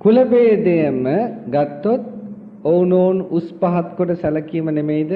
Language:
Sinhala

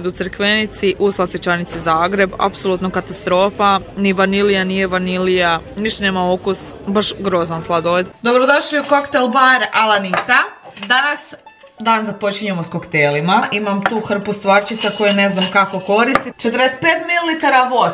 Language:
Croatian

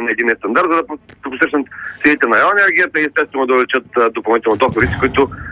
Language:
Bulgarian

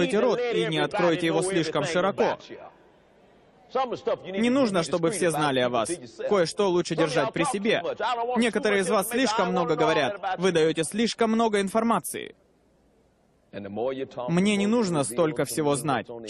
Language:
Russian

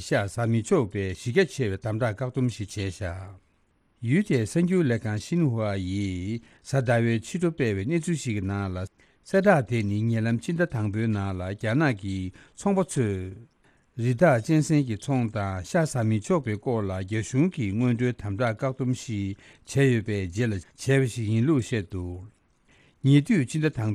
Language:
Tibetan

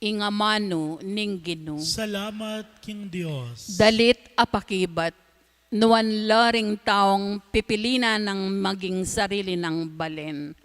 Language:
Pampanga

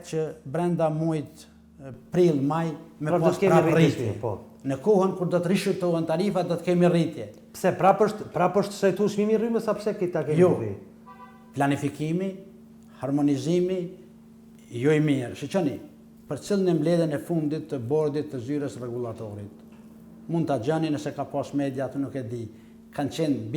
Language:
Albanian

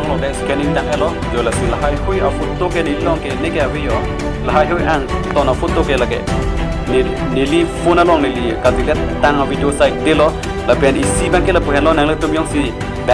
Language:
Karbi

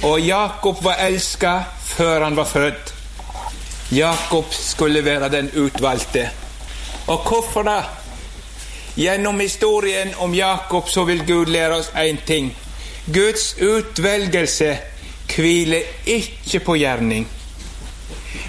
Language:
Norwegian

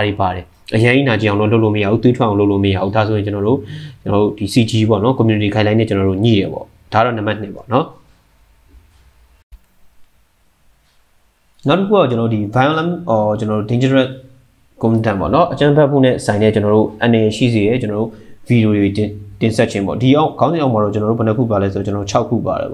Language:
Burmese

